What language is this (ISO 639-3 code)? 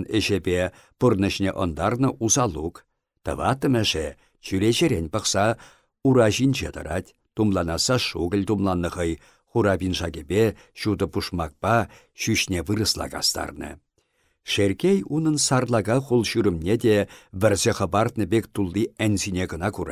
chv